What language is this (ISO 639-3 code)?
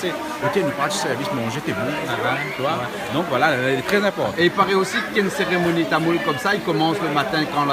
rcf